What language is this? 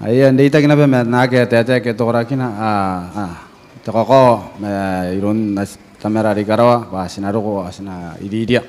Gilbertese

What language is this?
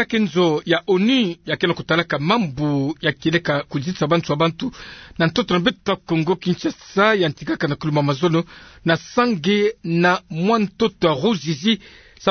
Kituba (Democratic Republic of Congo)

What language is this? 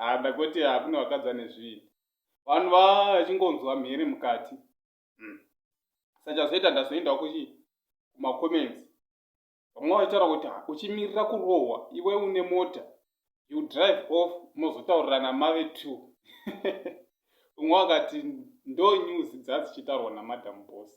Shona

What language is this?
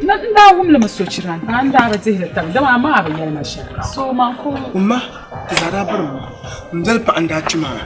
Dagbani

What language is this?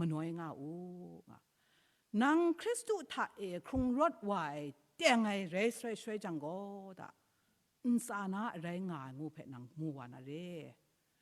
Kachin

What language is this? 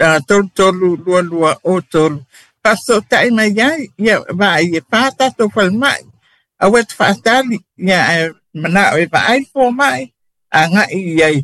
Samoan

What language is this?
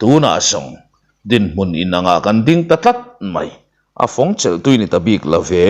Mizo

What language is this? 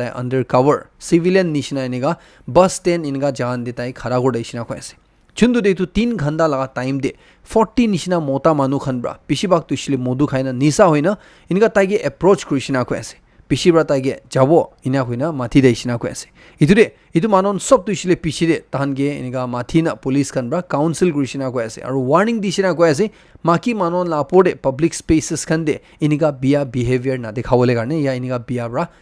Naga Pidgin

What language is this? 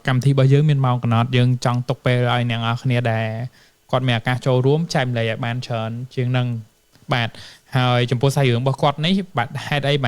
Khmer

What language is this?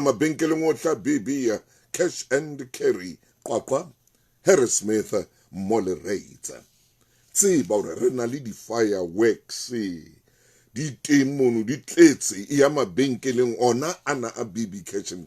Southern Sotho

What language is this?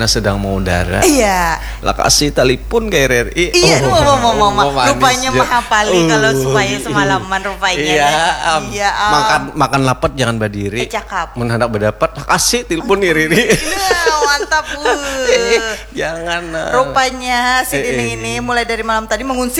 Banjar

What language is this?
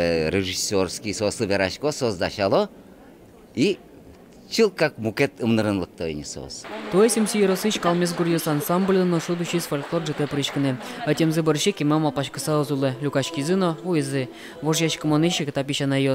Udmurt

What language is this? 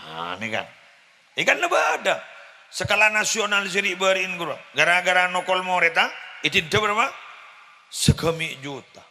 Madurese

